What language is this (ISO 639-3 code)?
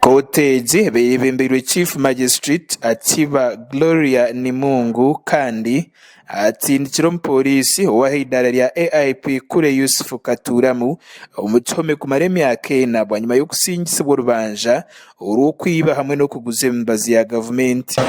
nyn